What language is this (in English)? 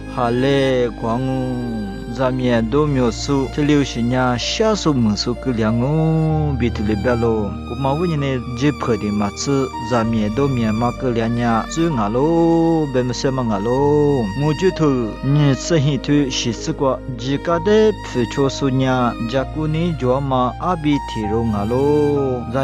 Lisu